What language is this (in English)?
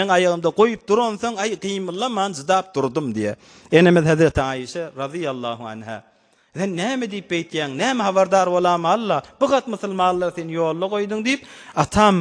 Turkmen